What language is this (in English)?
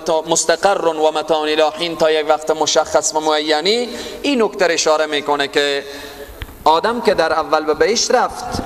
Persian